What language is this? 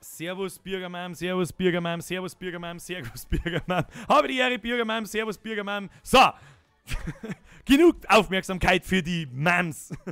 Bavarian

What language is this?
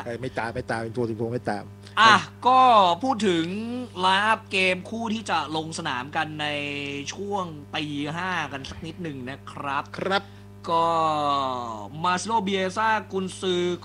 Thai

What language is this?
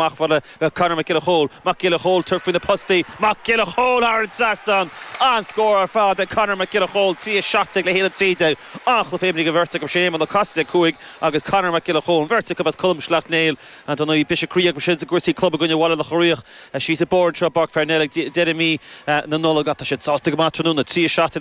Irish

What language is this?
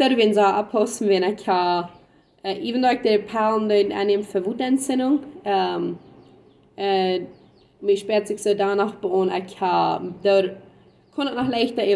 Plautdietsch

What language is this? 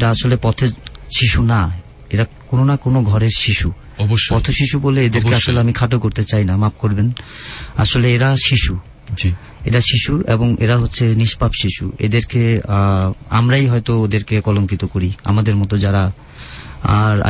Bangla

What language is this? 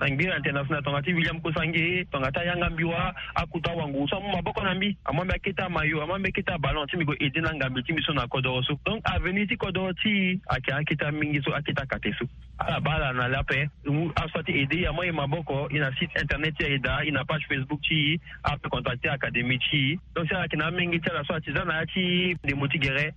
Sango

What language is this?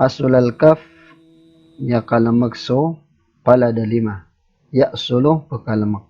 Maranao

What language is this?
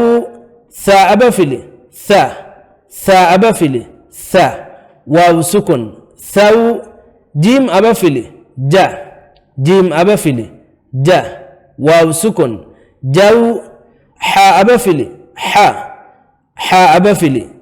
Divehi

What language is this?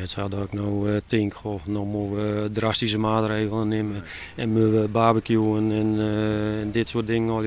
Western Frisian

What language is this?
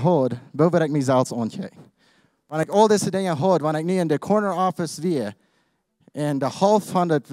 Plautdietsch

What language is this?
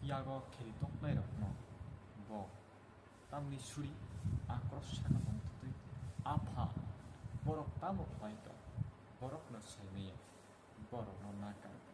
Kok Borok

